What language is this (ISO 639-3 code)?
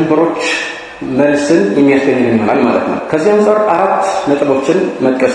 amh